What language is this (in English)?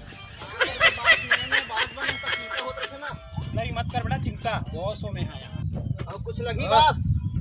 Chhattisgarhi